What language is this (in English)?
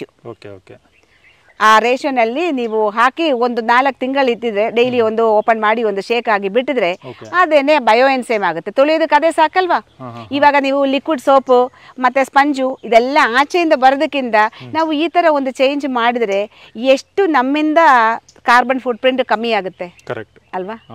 Kannada